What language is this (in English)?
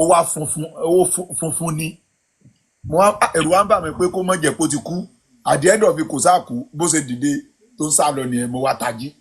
Yoruba